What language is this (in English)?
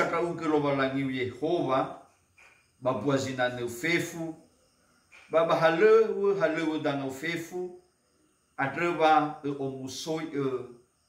Nias